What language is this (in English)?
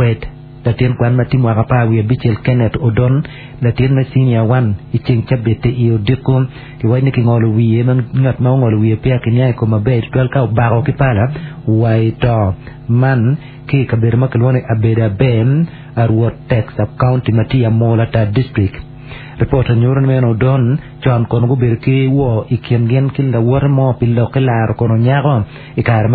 Acoli